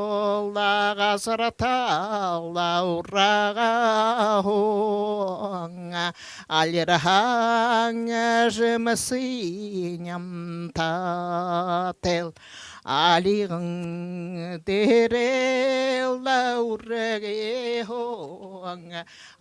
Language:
Buriat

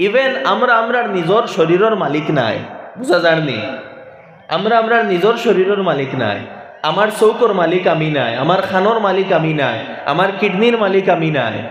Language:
Sylheti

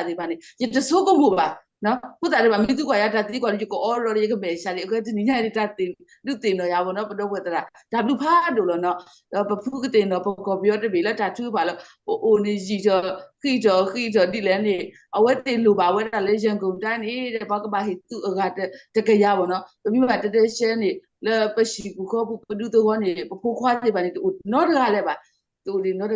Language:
S'gaw Karen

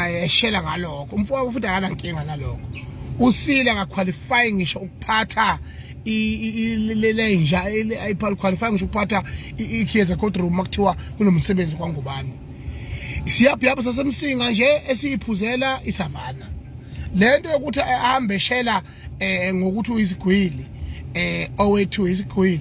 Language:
Zulu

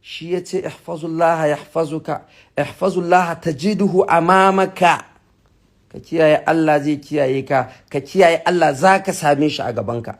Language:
Hausa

